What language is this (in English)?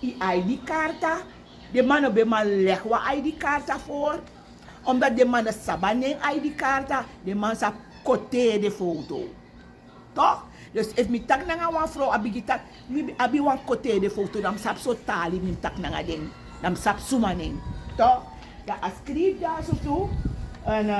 Sranan Tongo